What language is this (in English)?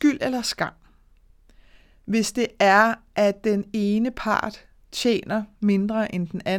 Danish